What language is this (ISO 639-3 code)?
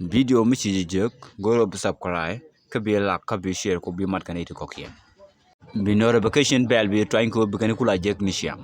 nus